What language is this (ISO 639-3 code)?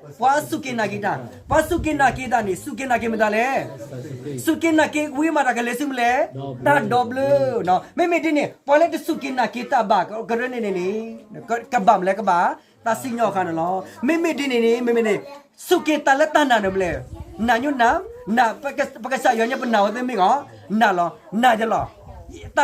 ksw